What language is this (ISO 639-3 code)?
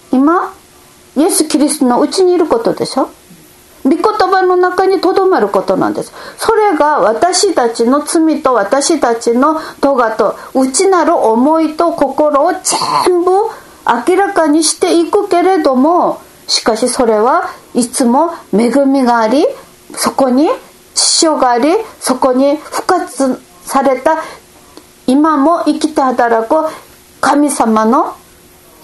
jpn